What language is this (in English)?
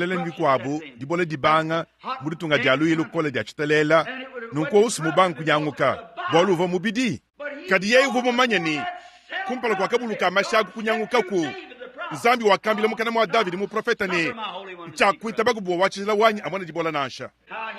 Luba-Lulua